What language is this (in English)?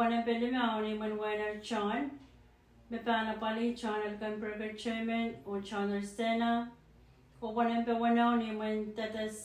Pohnpeian